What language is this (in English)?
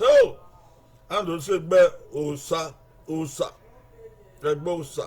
Bini